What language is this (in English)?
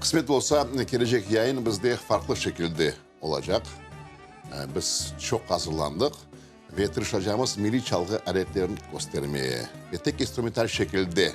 Crimean Tatar